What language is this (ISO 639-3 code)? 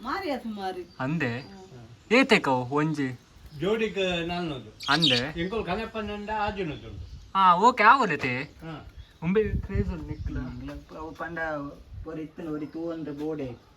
tcy